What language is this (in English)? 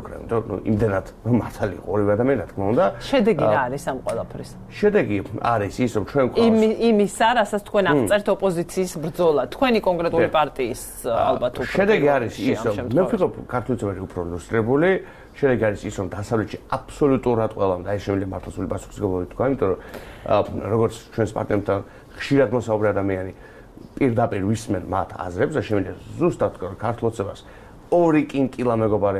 Georgian